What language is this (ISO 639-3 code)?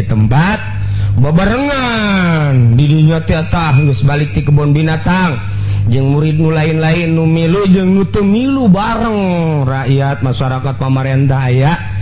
sun